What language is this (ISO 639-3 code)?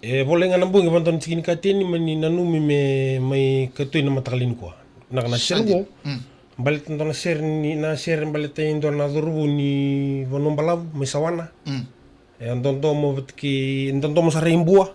fij